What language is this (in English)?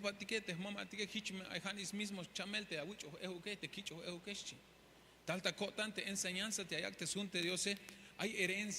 Tzeltal